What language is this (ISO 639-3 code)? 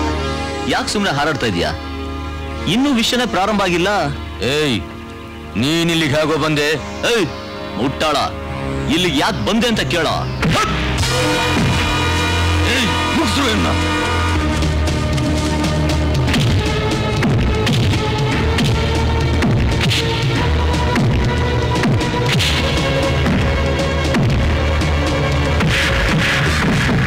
kan